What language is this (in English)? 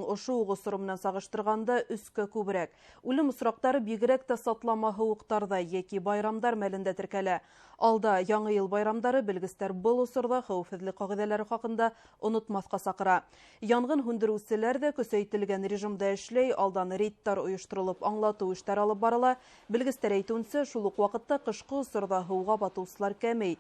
Bashkir